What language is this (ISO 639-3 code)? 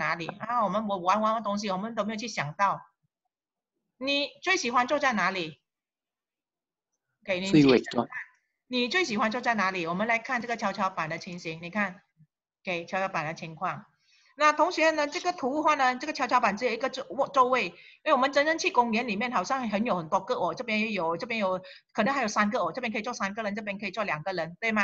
zho